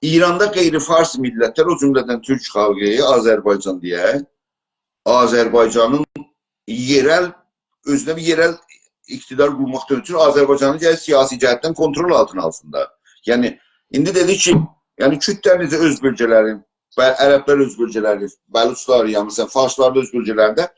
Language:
South Azerbaijani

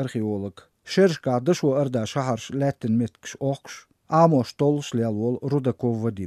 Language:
Chechen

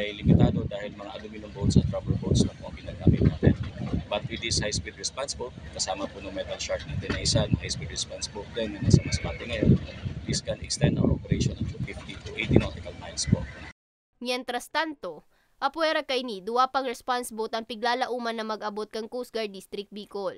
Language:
Bikol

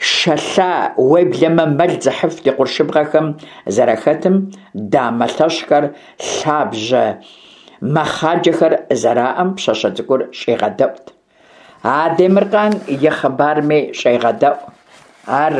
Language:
Kabardian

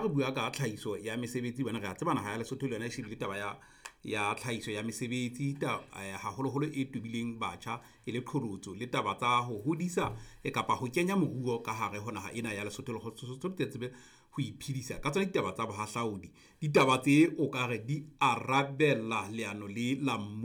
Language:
Southern Sotho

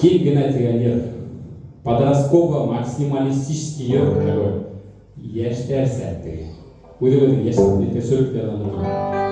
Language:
Bashkir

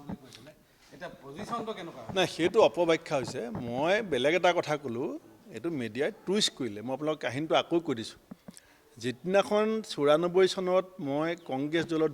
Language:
Assamese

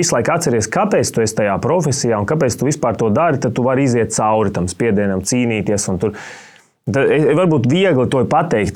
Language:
Latvian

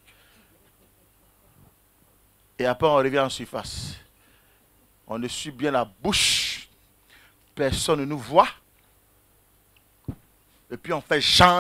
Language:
French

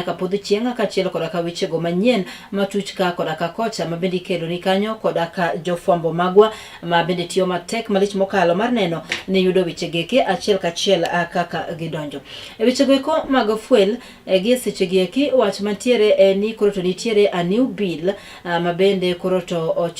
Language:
Luo (Kenya and Tanzania)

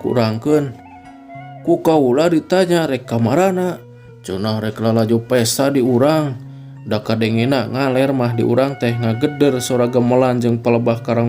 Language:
Sundanese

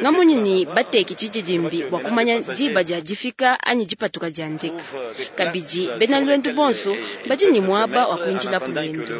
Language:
Luba-Lulua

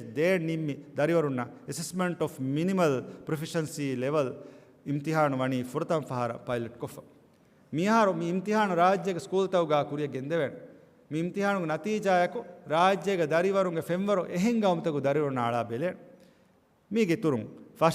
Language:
Divehi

